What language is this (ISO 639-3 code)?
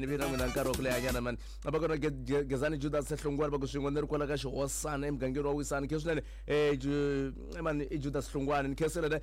tso